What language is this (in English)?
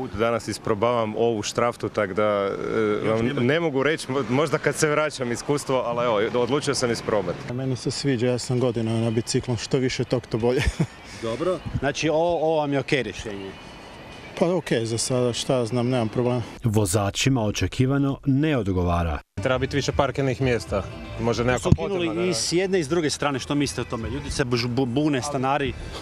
Croatian